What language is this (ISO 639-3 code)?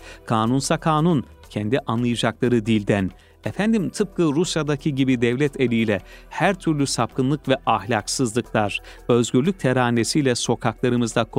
tur